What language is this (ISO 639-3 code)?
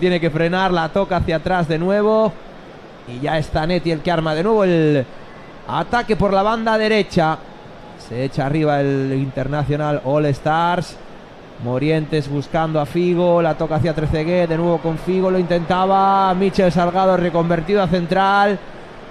spa